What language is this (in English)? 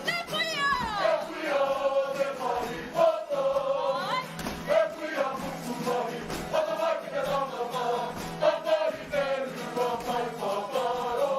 Māori